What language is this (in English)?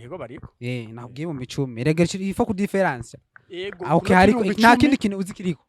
Rundi